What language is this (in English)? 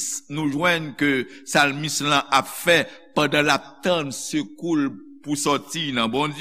Haitian Creole